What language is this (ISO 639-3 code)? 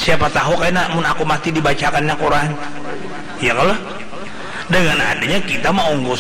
bjn